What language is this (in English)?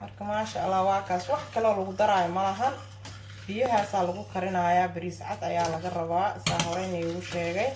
Somali